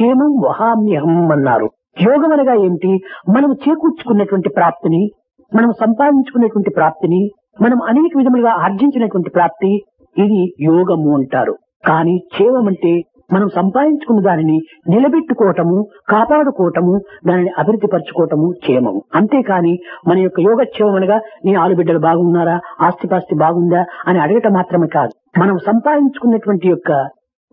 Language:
Telugu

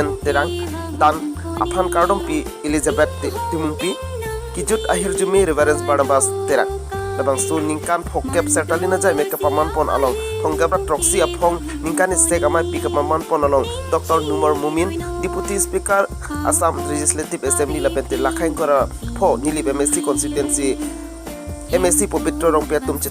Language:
Karbi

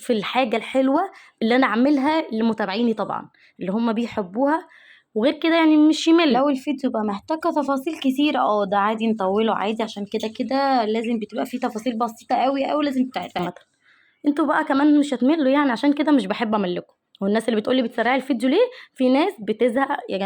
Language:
Egyptian Arabic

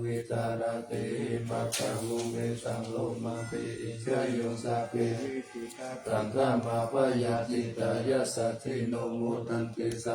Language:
Pali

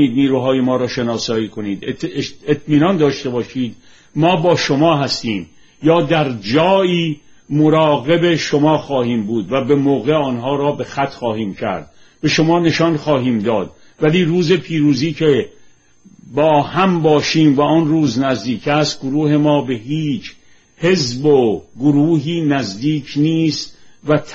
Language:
Persian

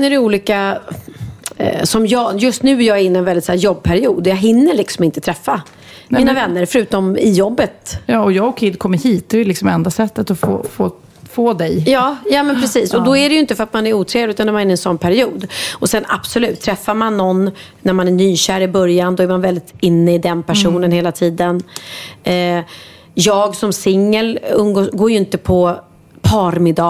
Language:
Swedish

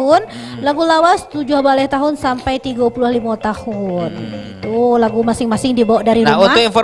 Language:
Minangkabau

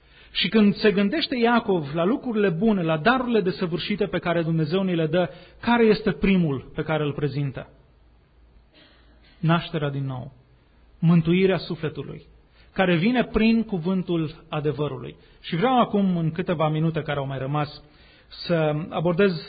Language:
Romanian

